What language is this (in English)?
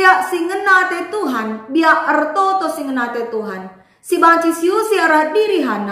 Batak Karo